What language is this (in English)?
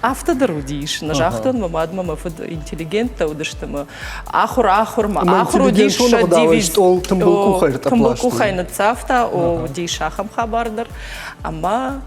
Ossetic